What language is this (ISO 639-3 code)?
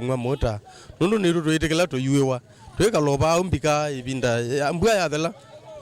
kam